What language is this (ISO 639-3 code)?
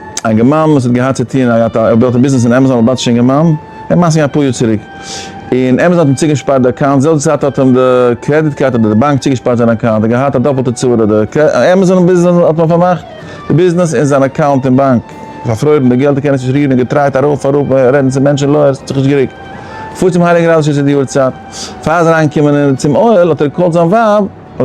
yid